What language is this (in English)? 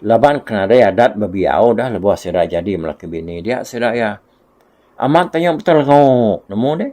Iban